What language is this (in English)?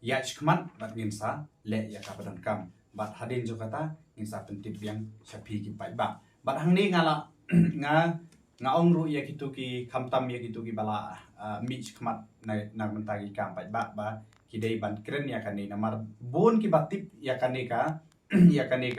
Khasi